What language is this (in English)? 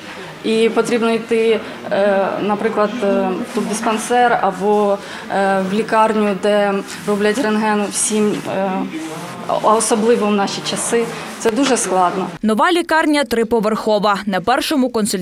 Ukrainian